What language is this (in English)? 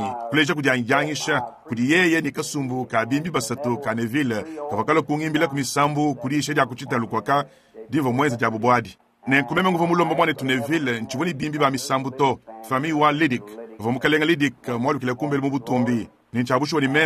Luba-Lulua